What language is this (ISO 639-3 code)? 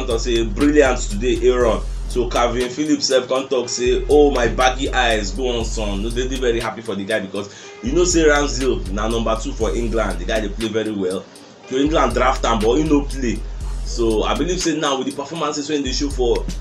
pcm